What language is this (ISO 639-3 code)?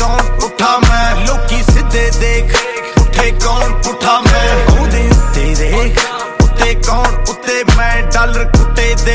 pan